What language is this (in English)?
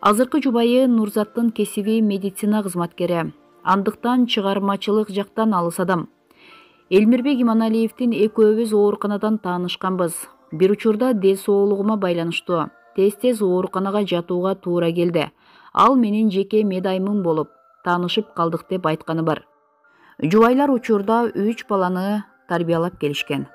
Kyrgyz